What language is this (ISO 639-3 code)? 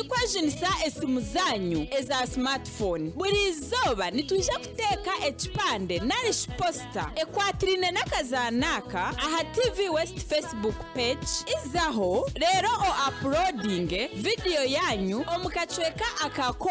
nyn